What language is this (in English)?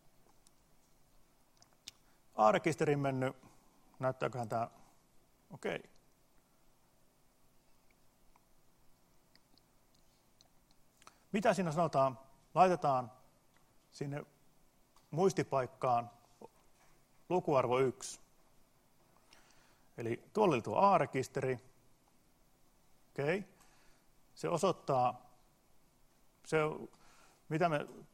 Finnish